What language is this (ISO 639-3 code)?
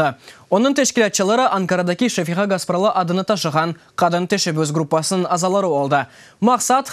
crh